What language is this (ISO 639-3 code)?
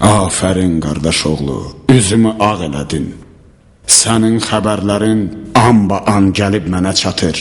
aze